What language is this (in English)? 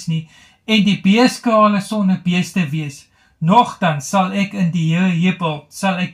Afrikaans